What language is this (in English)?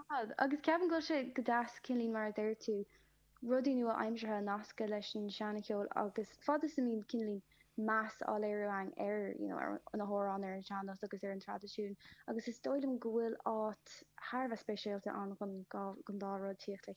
Irish